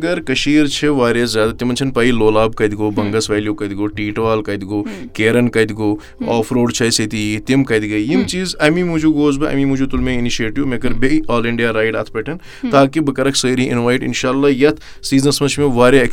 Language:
Kashmiri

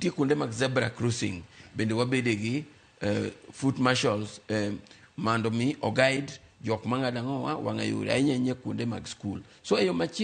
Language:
Luo (Kenya and Tanzania)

